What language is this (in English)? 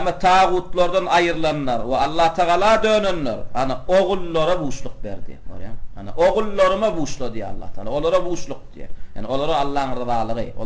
Turkmen